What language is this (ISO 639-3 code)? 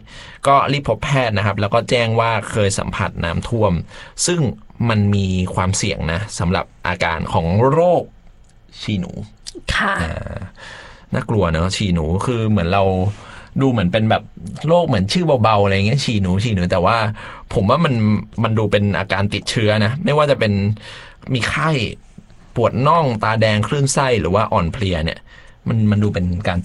tha